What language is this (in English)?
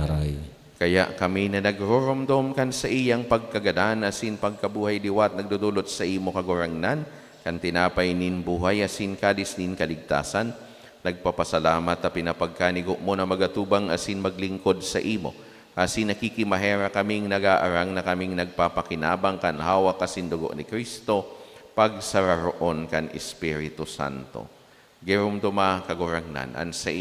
Bikol